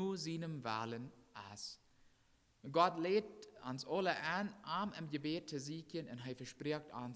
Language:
Plautdietsch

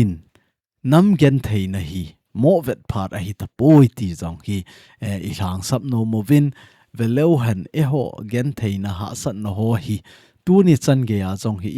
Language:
Thado Chin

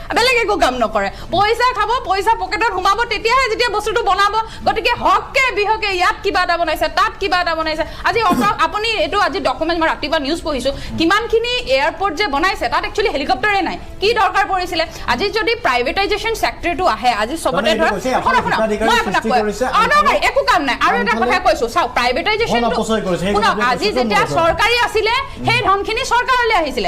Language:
Assamese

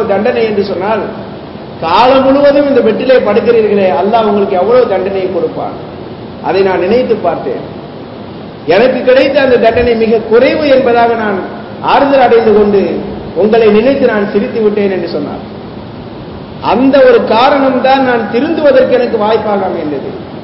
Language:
Tamil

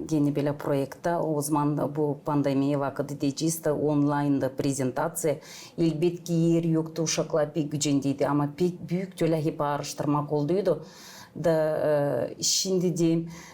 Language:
Gagauz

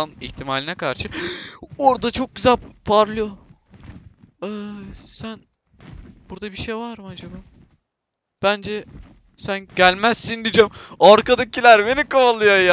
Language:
Turkish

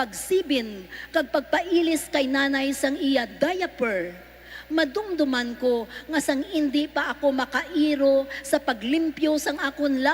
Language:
Hiligaynon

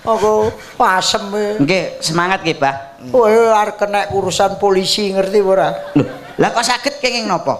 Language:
Javanese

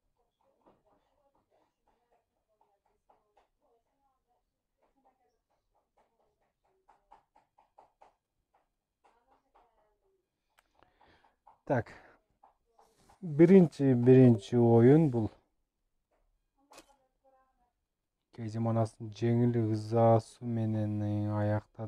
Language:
Kyrgyz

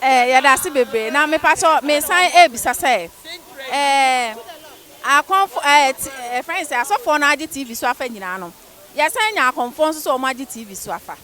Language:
Akan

